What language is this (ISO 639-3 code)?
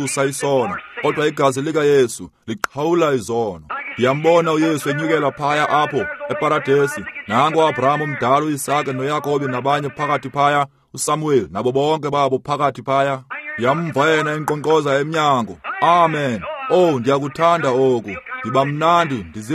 xho